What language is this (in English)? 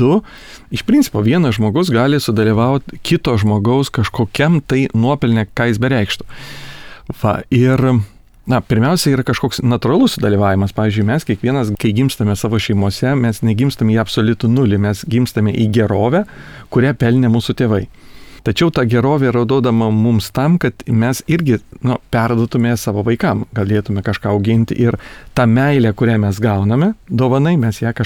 Lithuanian